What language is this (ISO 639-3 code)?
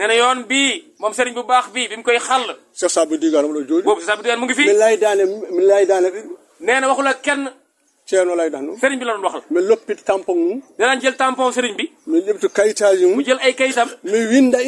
wol